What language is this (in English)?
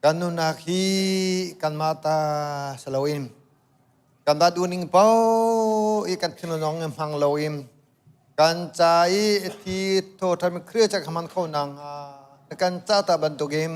Hakha Chin